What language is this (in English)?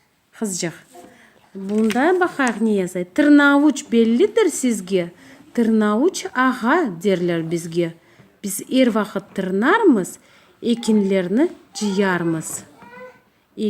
Crimean Tatar